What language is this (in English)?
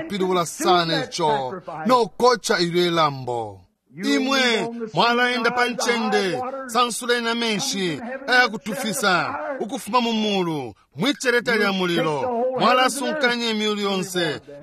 Bemba